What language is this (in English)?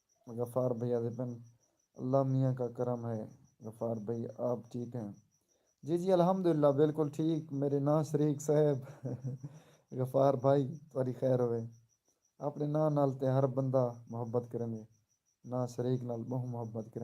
Saraiki